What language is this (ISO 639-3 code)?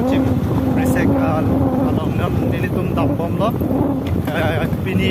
mjw